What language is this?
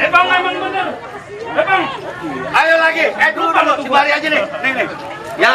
Betawi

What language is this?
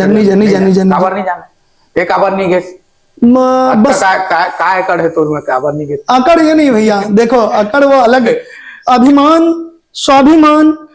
Chhattisgarhi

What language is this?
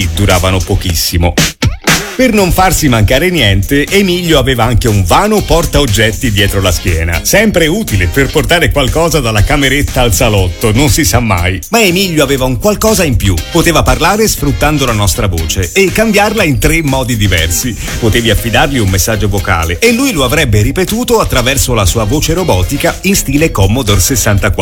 Italian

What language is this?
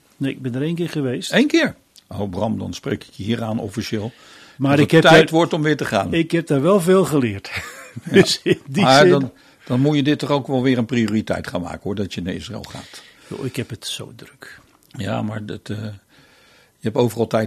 Dutch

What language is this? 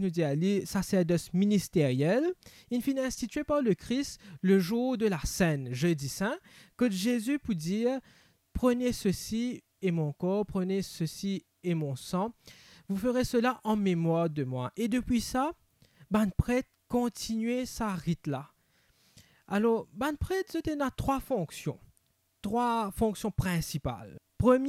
Morisyen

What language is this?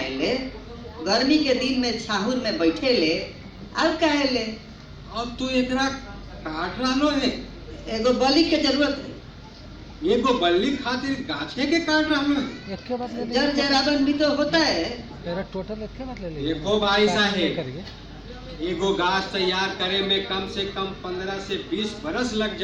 Magahi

